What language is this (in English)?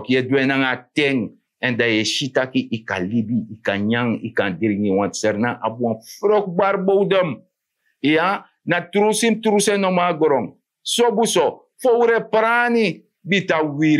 Sranan Tongo